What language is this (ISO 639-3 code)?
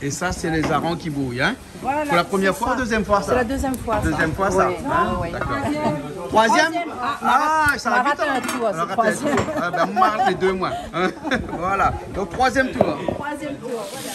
rcf